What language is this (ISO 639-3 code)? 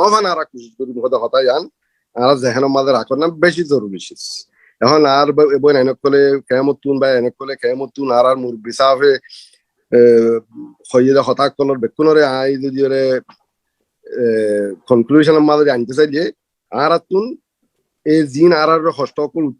rhg